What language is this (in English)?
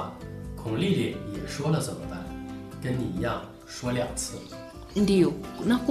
Swahili